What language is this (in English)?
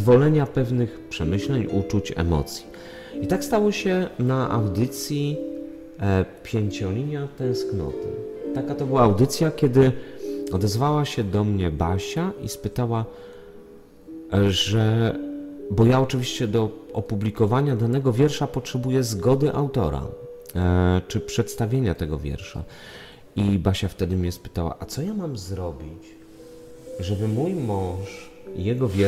Polish